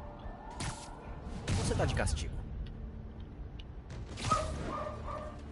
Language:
Portuguese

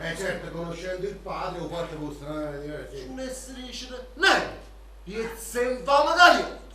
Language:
Neapolitan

